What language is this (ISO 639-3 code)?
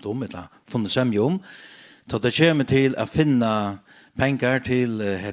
fao